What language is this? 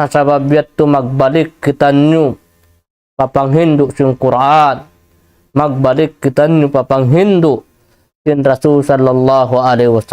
Tausug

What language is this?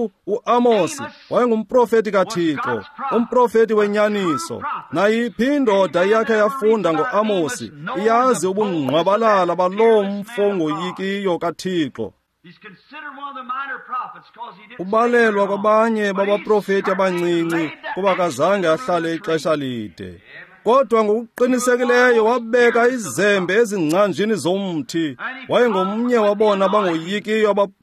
Xhosa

